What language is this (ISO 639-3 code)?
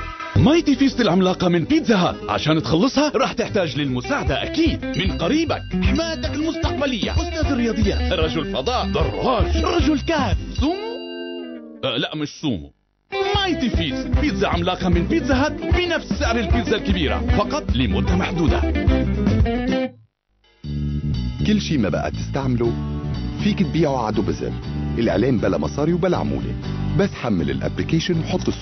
apc